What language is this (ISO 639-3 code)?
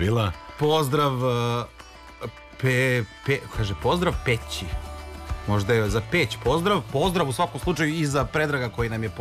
srp